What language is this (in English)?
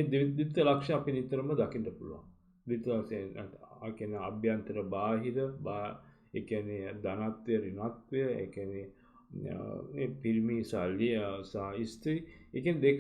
Sinhala